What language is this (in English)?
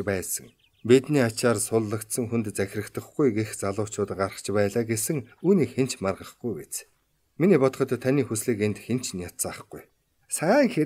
Mongolian